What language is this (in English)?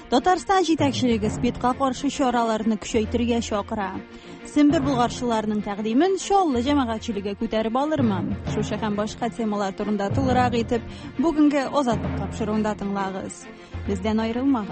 Tatar